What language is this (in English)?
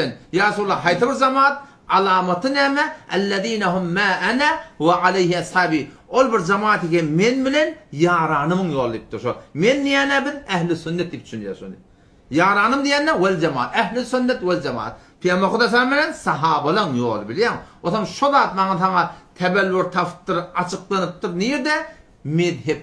Turkmen